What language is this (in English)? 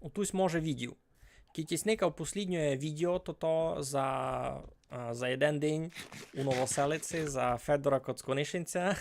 Rusyn